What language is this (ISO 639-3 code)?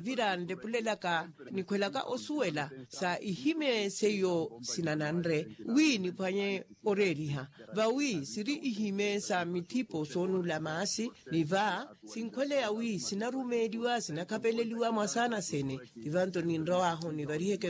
vmw